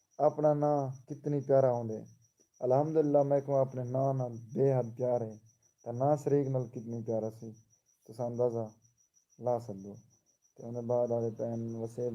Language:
Saraiki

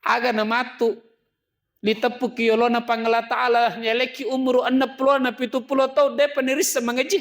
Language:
Buginese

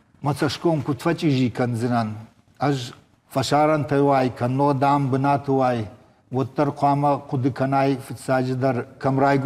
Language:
Ossetic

